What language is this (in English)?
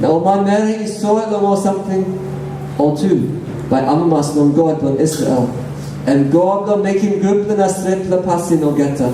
Tok Pisin